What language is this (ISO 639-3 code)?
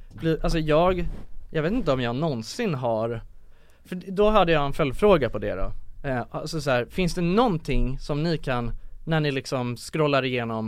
swe